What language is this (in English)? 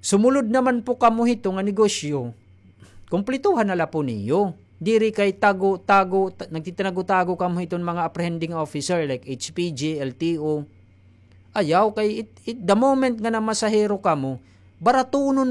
Waray